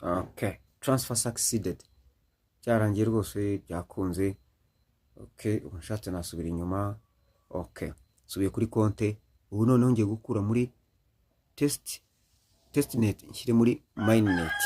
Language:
Kinyarwanda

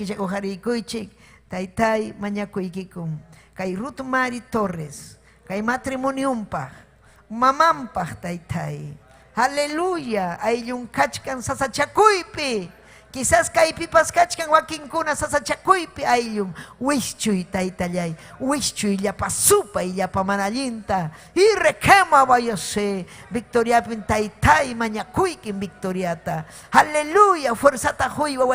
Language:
Ayacucho Quechua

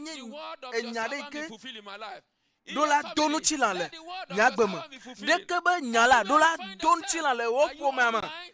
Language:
Ewe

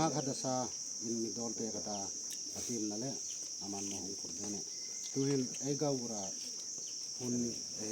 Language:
Hmar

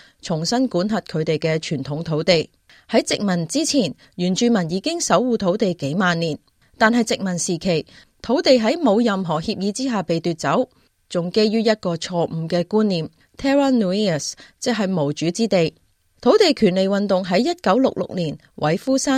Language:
Cantonese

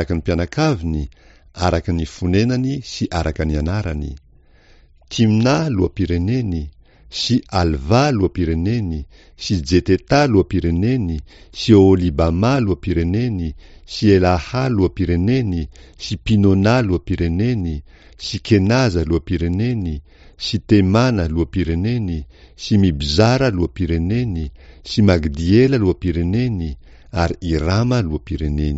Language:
Malagasy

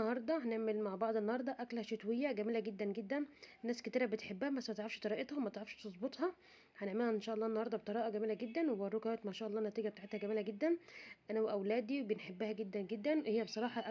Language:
Egyptian Arabic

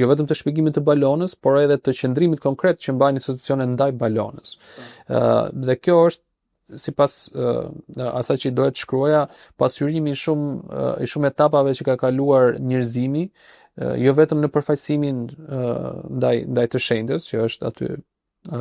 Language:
Albanian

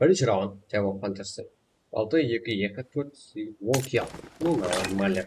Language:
Kara-Kalpak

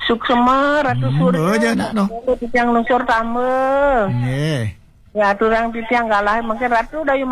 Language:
Balinese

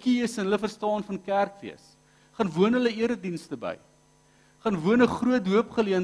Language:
Afrikaans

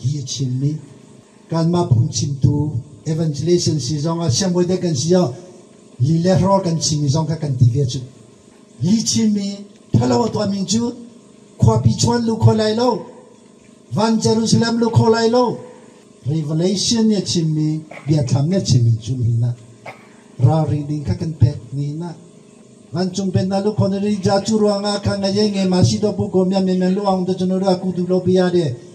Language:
Hakha Chin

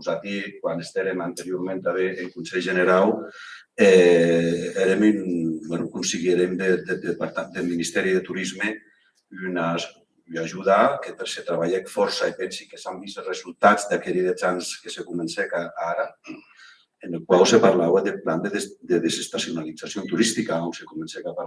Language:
Occitan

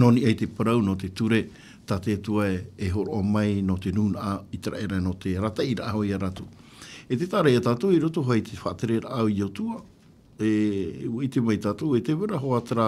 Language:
Tahitian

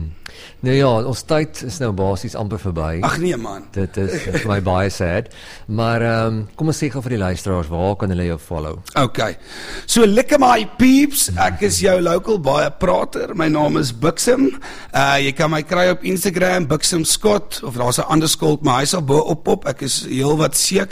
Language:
Afrikaans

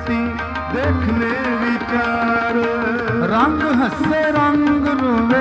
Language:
Punjabi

